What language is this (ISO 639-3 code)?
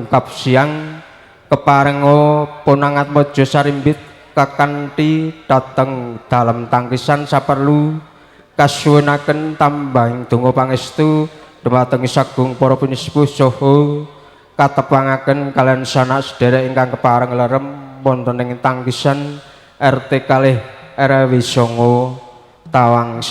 jav